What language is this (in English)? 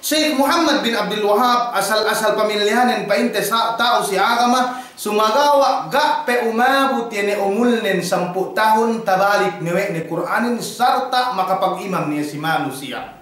Yakan